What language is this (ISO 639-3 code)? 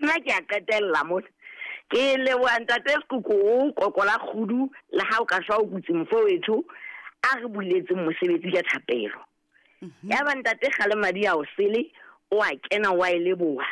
sot